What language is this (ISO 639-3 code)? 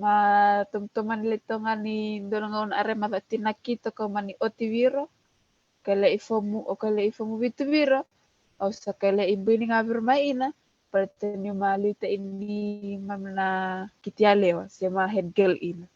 fij